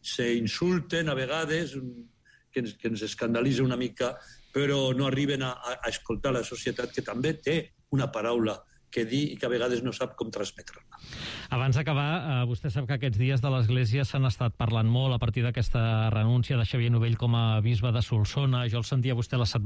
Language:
Catalan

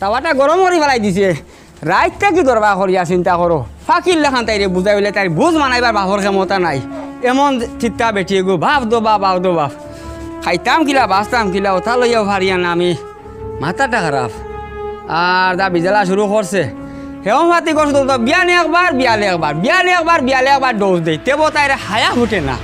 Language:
Sylheti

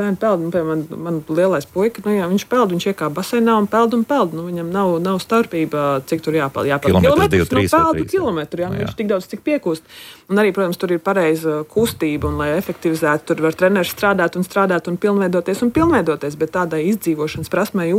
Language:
Latvian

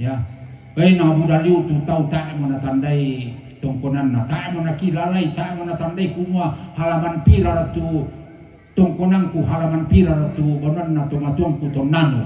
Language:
Toraja-Sa'dan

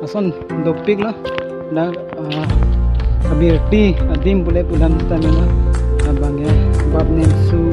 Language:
Karbi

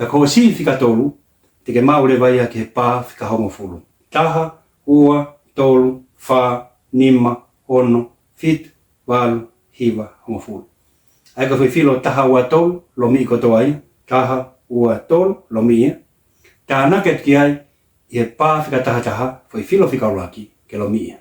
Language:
Tongan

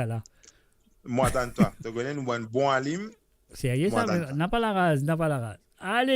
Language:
Morisyen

